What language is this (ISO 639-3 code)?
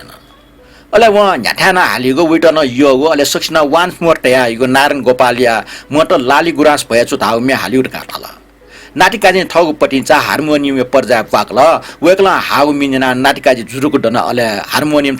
new